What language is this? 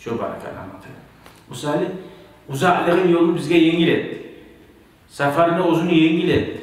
Kumyk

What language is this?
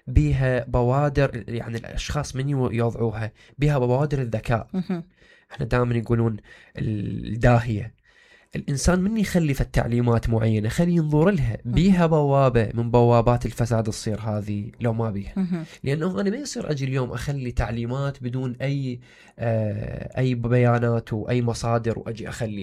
Mesopotamian Arabic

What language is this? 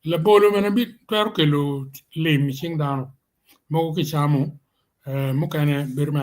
Acoli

